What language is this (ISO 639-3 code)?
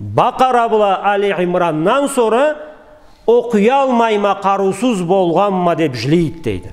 krc